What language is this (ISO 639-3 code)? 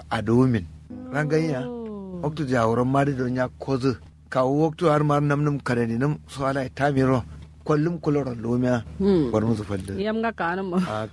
kau